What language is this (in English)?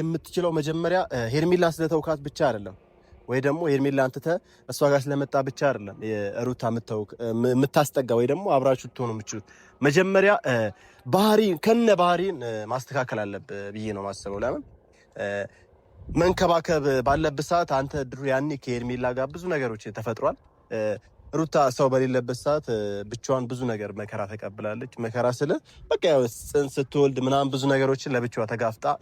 Amharic